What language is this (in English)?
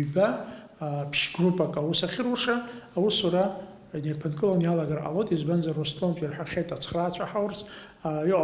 Abkhazian